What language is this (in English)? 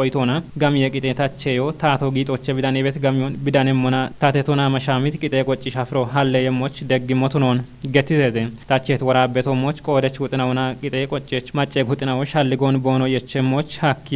Kafa